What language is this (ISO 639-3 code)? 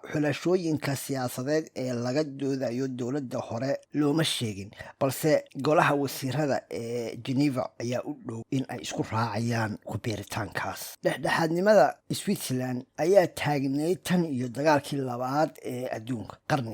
som